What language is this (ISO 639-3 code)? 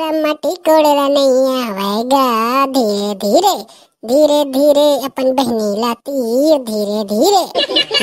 hne